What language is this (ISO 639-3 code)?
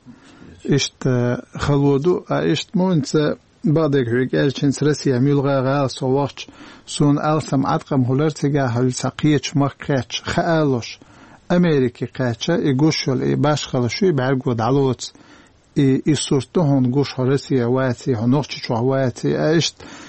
che